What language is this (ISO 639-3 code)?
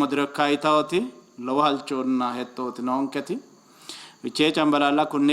sid